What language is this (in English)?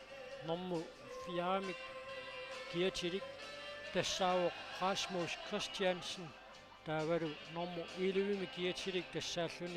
Kalaallisut